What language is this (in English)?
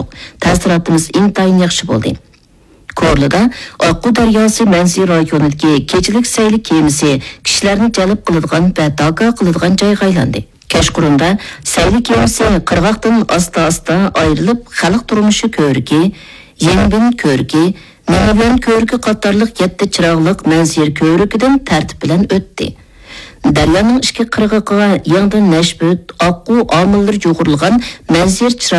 Uyghur